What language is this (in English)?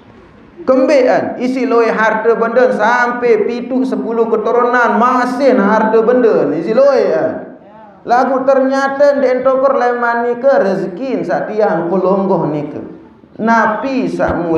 Sasak